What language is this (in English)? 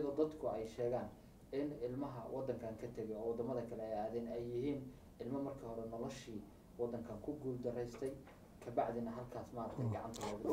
Somali